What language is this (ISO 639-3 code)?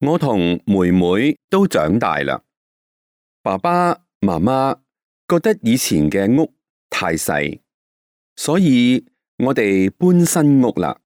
yue